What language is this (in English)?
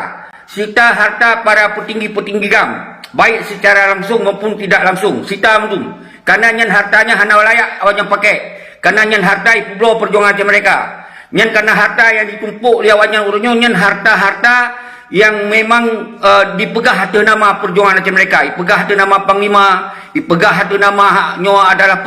Achinese